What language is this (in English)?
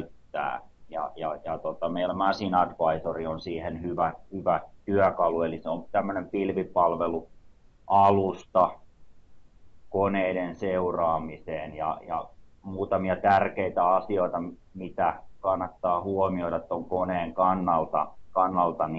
Finnish